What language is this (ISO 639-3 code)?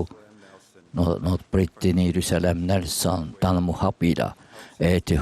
tah